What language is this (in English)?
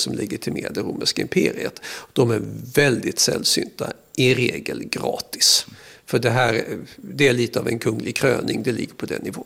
Swedish